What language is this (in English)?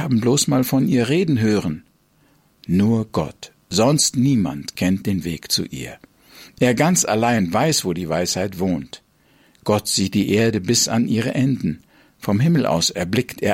German